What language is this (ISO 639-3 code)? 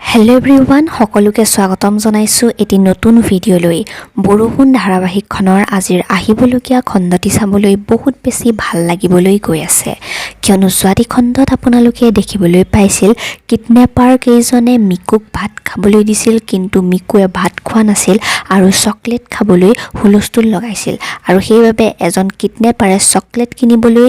asm